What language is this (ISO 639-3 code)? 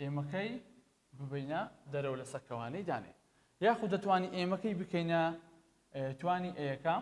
ckb